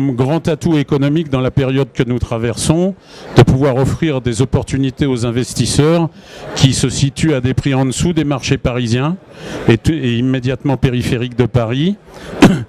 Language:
French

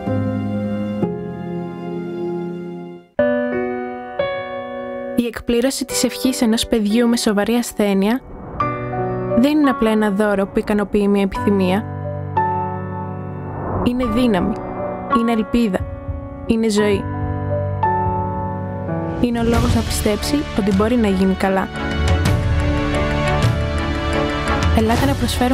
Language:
Greek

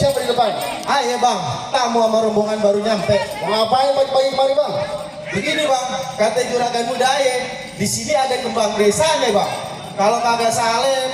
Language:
Betawi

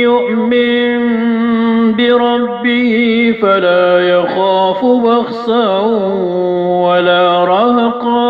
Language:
Maranao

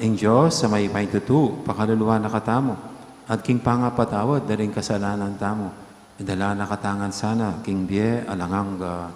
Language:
Pampanga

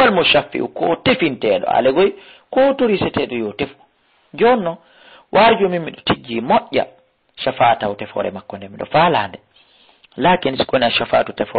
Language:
Fula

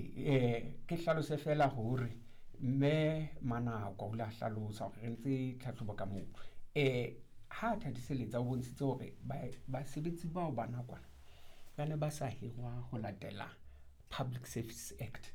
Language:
Southern Sotho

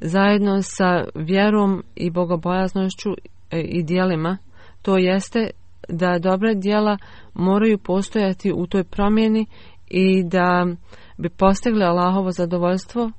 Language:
Bosnian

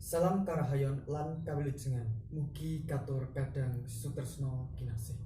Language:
Javanese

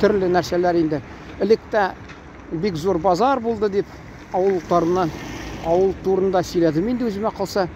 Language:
Tatar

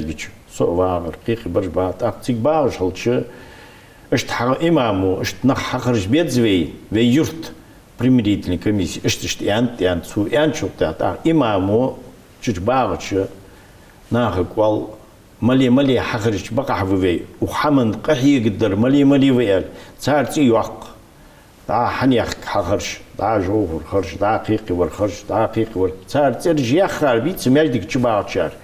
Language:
Ingush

